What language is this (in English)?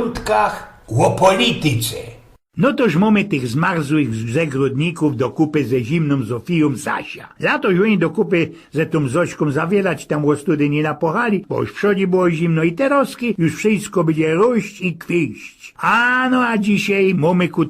Silesian